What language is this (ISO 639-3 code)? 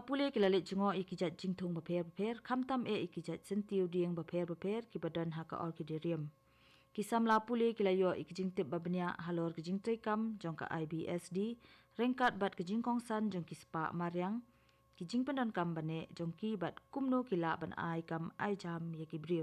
kha